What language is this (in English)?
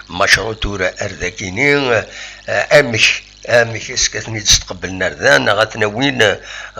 Kabyle